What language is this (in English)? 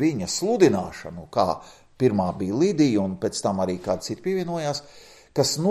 Latvian